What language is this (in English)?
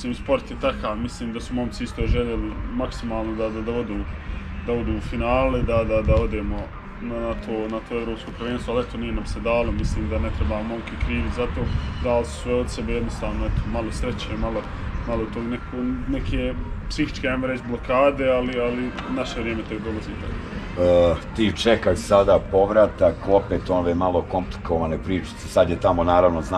Bosnian